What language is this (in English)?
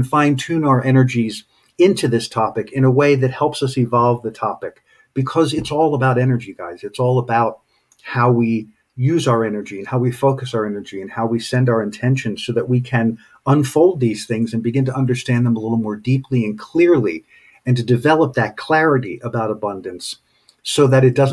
English